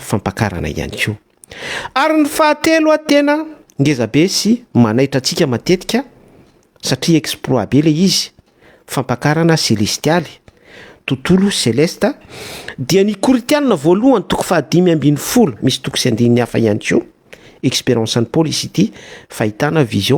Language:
Malagasy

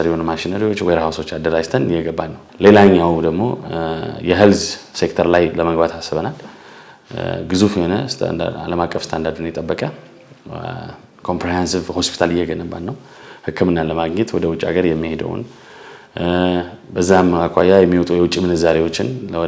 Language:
Amharic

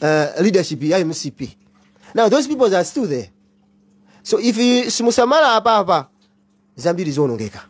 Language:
Nyanja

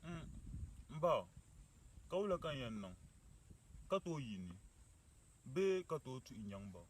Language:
Dagbani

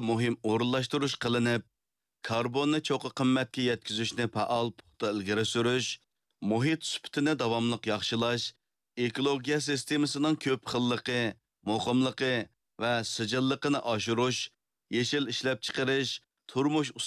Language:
Uyghur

